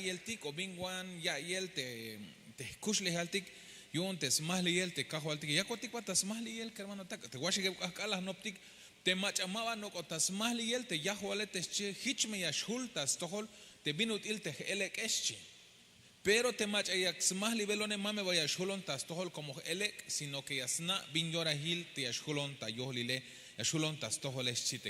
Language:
Tzeltal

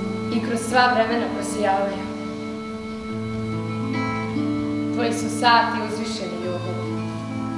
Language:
Serbian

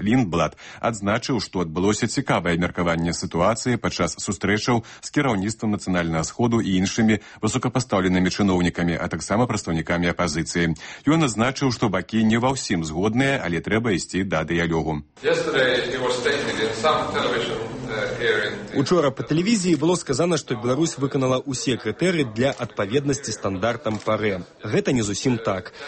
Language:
Belarusian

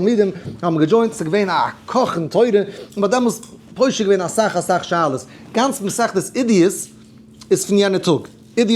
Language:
Yiddish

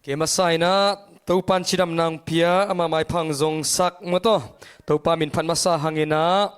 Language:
Tedim Chin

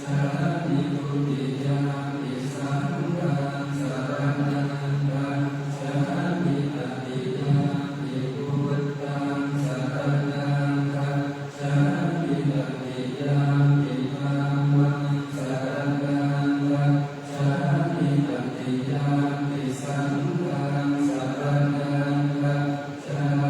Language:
Pali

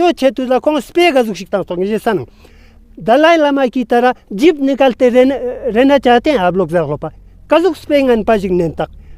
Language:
Tibetan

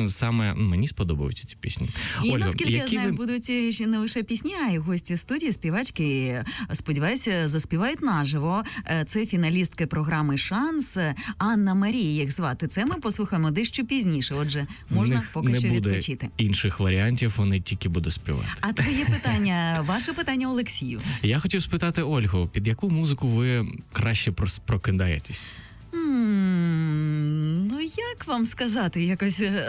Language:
Ukrainian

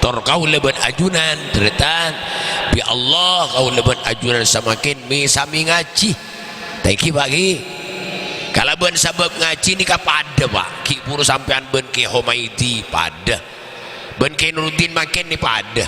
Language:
Madurese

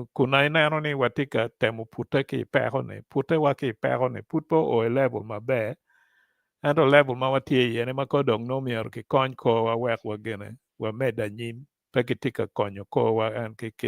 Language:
Acoli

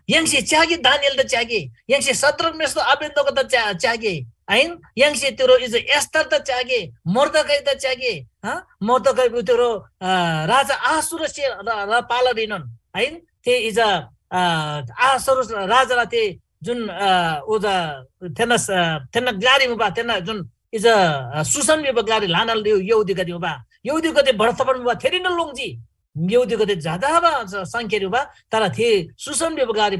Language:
Eastern Tamang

